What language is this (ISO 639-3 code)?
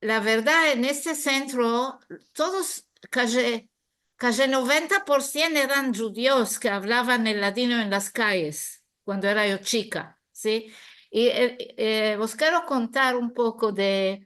lad